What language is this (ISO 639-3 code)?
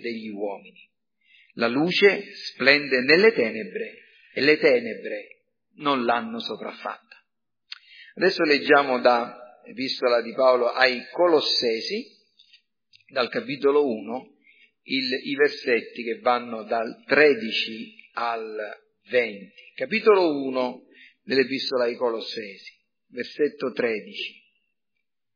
ita